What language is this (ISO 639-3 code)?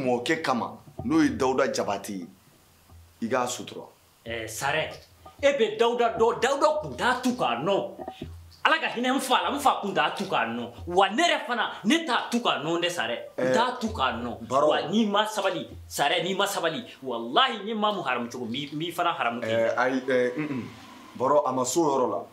bam